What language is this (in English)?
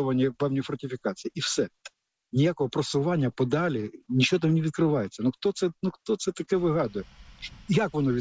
Ukrainian